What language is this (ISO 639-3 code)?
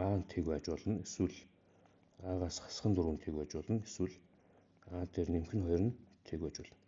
mon